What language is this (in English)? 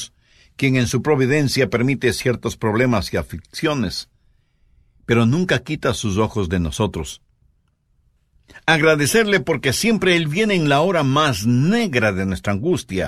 Spanish